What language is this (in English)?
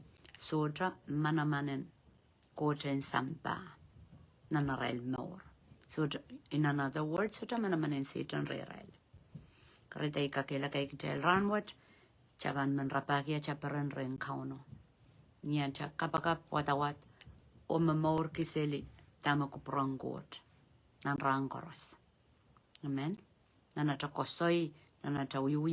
Pohnpeian